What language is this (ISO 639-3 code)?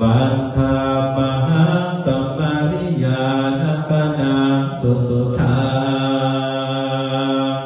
pli